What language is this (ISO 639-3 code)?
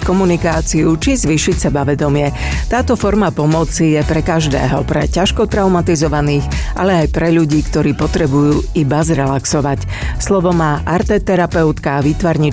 slk